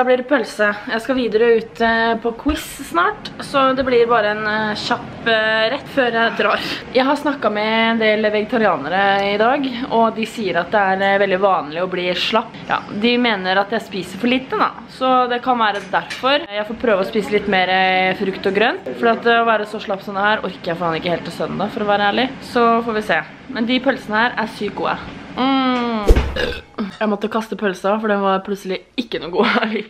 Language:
Norwegian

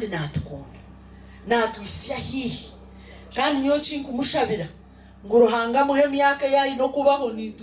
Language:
Nyankole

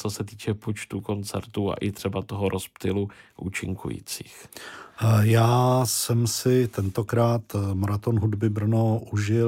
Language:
Czech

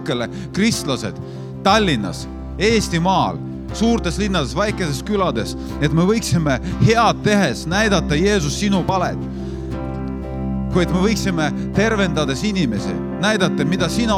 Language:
Estonian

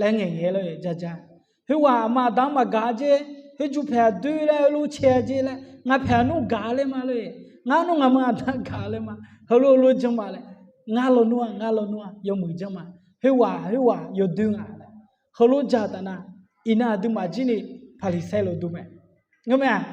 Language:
Akha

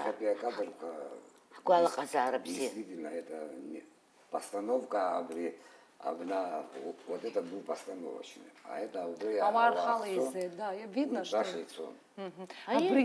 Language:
Abkhazian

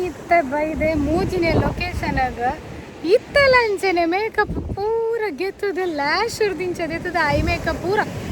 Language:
Tulu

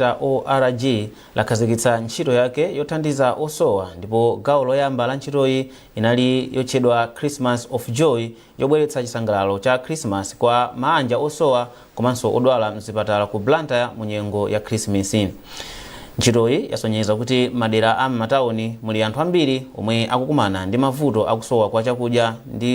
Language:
Nyanja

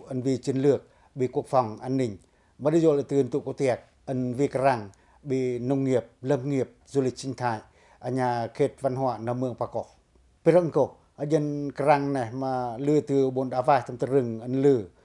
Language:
Pacoh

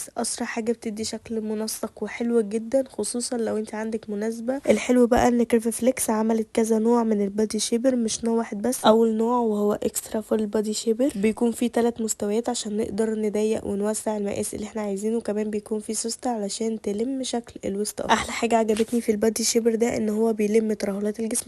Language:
Egyptian Arabic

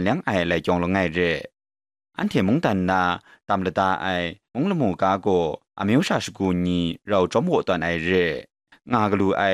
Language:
Kachin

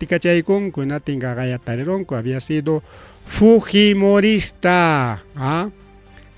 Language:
Ayacucho Quechua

